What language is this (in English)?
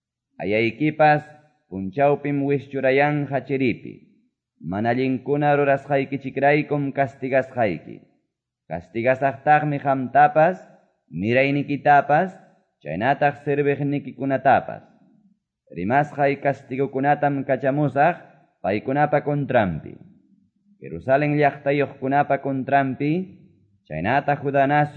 Quechua